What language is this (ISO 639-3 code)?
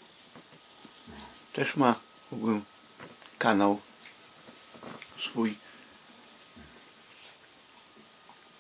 pol